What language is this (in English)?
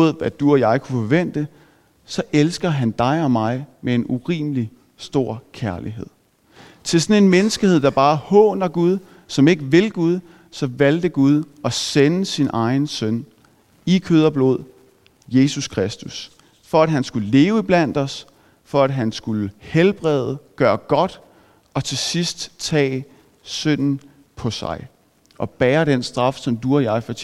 Danish